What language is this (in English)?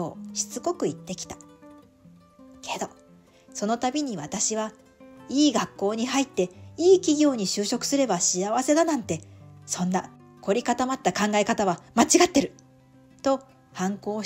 Japanese